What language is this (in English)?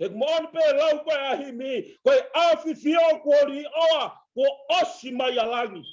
Tongan